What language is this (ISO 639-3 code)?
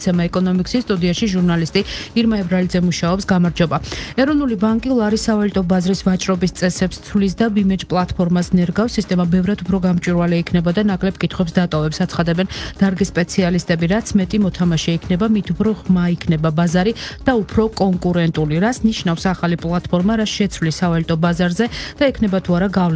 kat